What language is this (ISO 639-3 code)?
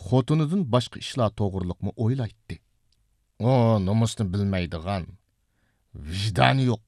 uig